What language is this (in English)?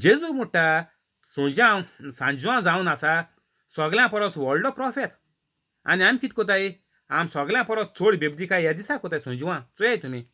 Konkani